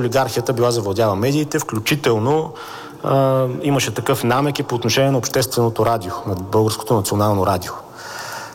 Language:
Bulgarian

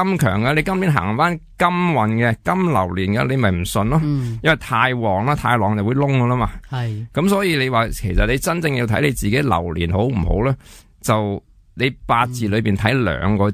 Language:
Cantonese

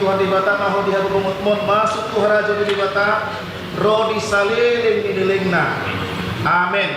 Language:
Batak Toba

